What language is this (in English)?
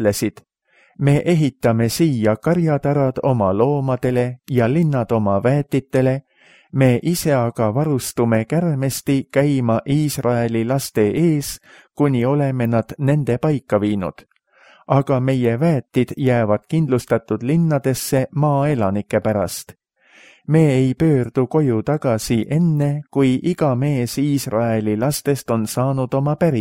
Estonian